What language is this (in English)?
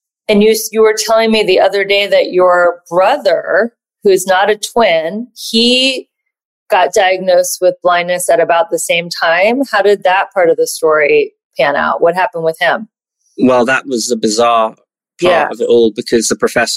English